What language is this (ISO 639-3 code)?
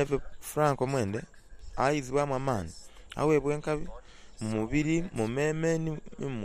xog